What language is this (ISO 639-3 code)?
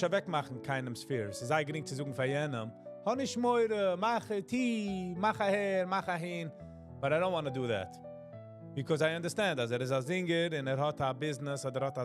yid